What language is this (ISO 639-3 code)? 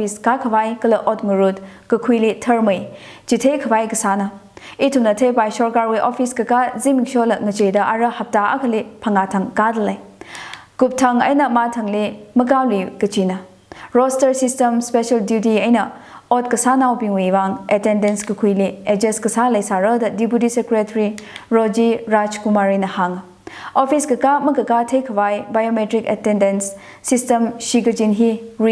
nmf